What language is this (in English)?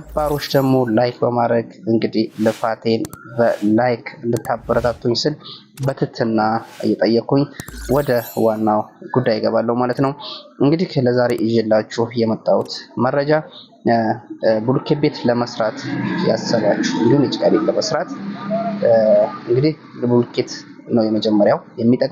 Amharic